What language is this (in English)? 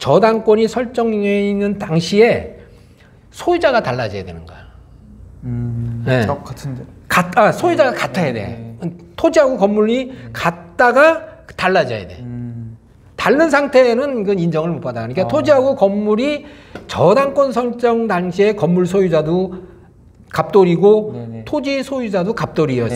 Korean